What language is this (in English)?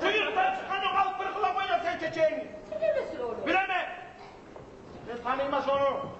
Kumyk